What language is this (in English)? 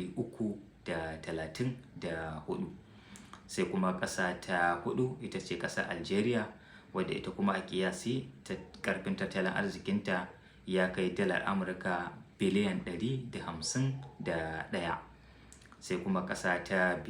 Hausa